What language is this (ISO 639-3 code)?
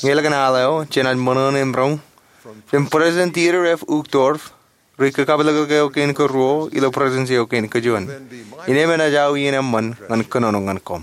mah